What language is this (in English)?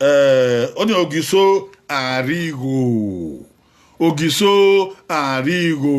Bini